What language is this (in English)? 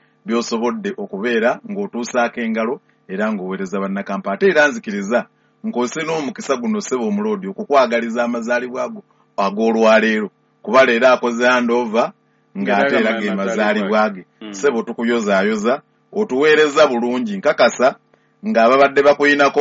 Ganda